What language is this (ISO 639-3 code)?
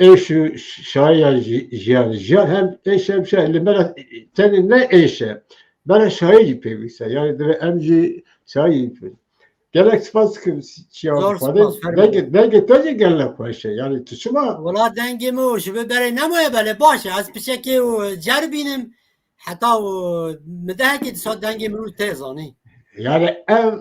kur